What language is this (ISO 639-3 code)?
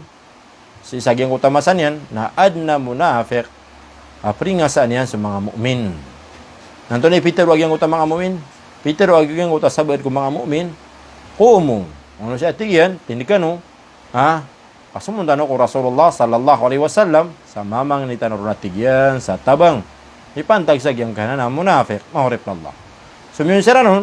mrw